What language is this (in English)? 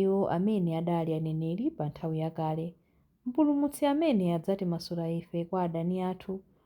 Nyanja